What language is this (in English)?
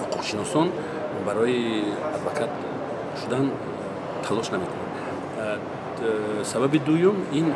Tajik